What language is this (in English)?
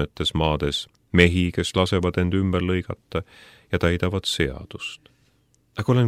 Estonian